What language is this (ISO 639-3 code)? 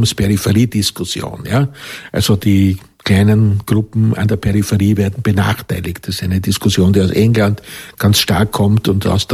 deu